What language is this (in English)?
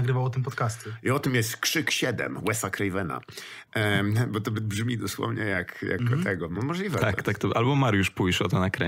Polish